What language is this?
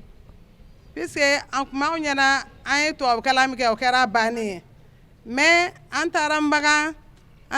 Bambara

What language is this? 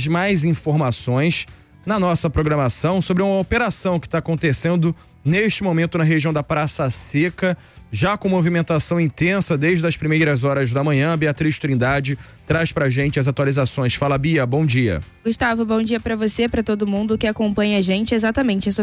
Portuguese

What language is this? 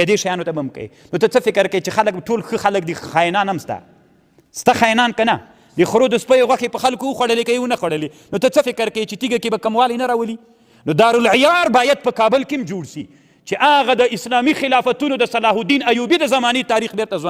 Pashto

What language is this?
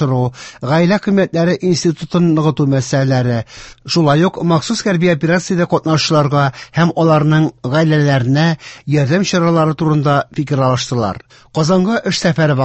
Tatar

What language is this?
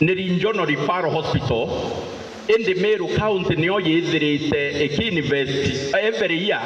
Meru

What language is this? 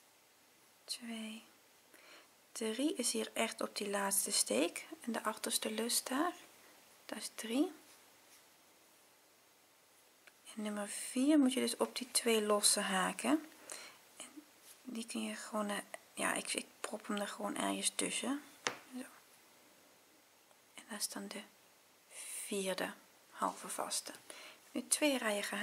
Dutch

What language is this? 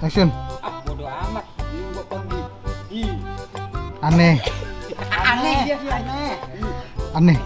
Betawi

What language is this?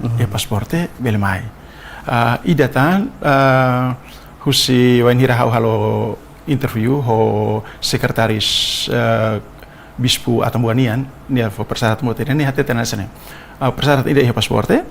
Tetum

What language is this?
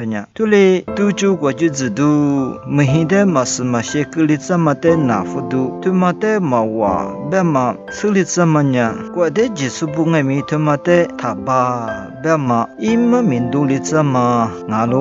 Lisu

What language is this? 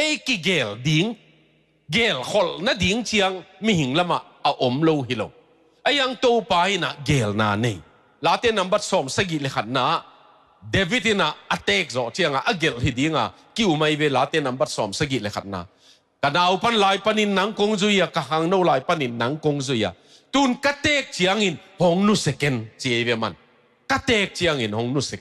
Tedim Chin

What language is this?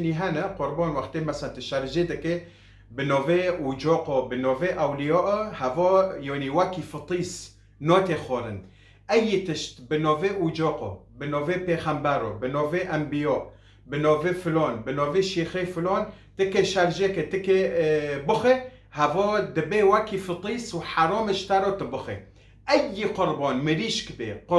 Kurdish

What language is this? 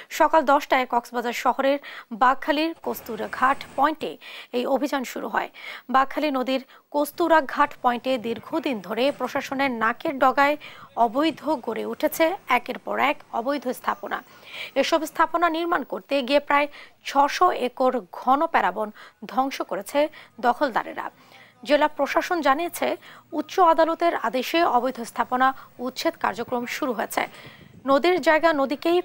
Bangla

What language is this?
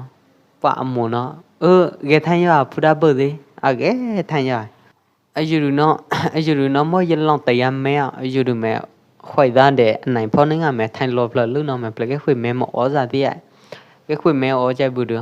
Pwo Eastern Karen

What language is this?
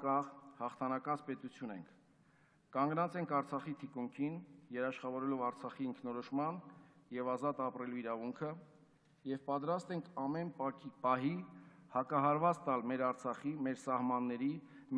Armenian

